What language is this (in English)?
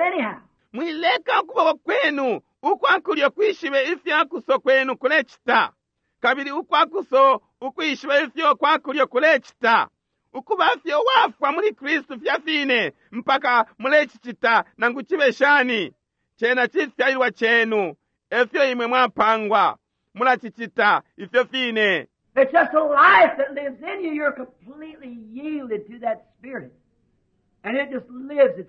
Bemba